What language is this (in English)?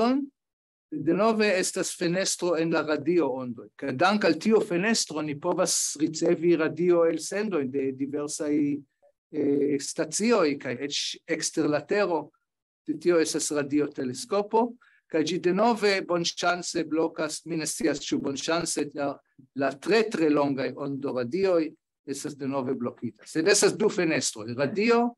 Esperanto